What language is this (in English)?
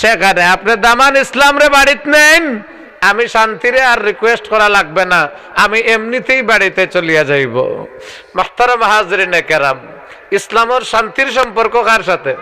Sylheti